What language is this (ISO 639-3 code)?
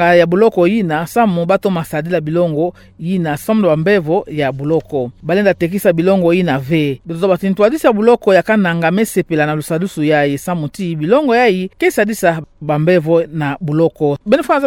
ktu